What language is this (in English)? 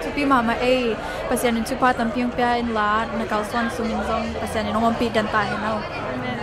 Tedim Chin